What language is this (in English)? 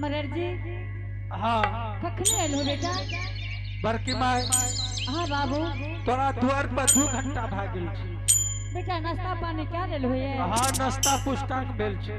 Angika